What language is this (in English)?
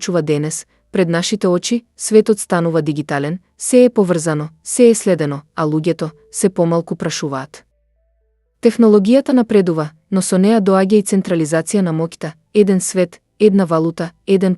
Macedonian